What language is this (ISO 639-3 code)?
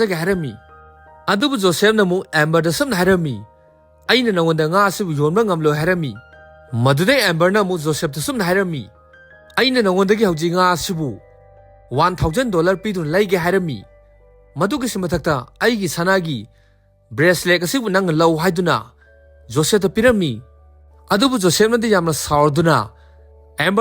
mni